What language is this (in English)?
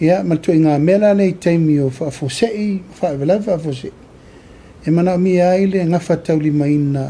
Samoan